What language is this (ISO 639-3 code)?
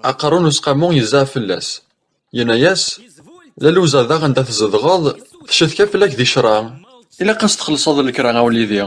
kab